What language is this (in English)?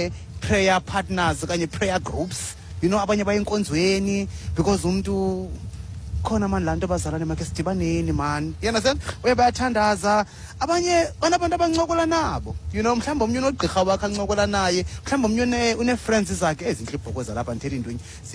Xhosa